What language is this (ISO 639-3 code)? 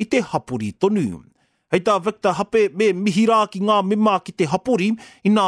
mri